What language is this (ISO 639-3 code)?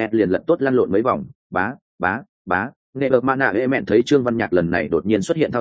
vie